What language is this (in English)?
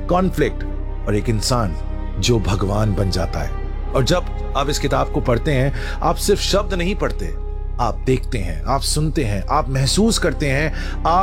Hindi